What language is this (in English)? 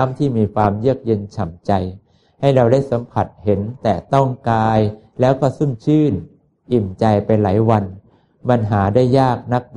Thai